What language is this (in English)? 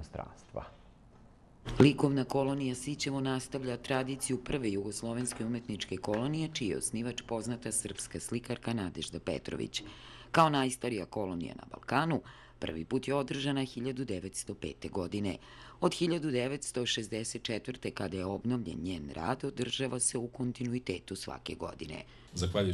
Serbian